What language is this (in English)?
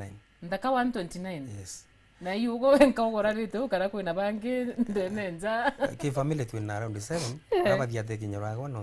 Meru